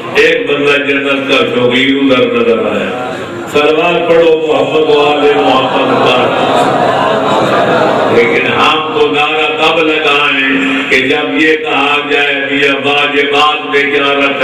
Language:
Urdu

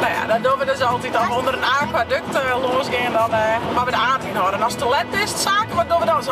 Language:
Western Frisian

